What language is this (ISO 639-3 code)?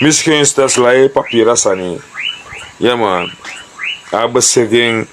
srn